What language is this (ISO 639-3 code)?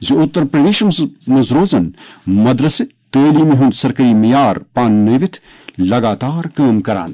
kas